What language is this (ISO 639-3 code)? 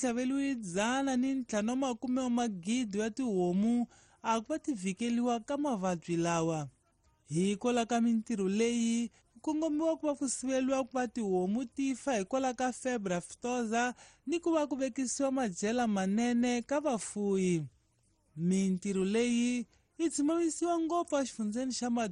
tso